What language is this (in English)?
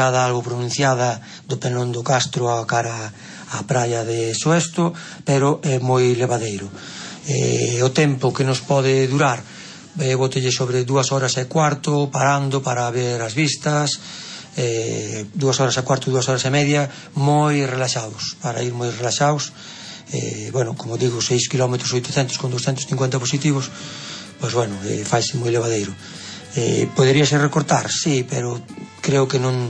Galician